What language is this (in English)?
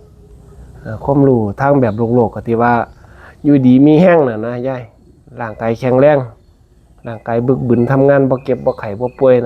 Northeastern Thai